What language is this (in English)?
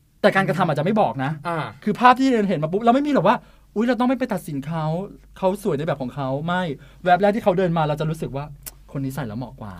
Thai